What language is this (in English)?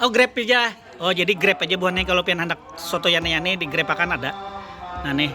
Banjar